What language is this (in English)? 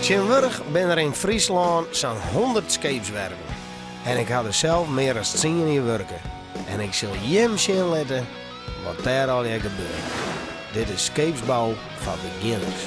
Western Frisian